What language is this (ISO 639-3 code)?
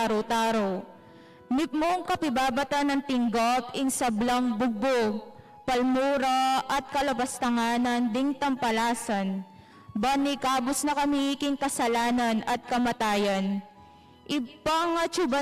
pam